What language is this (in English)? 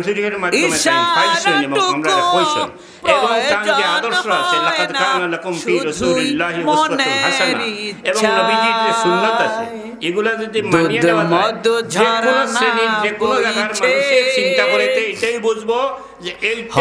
Sylheti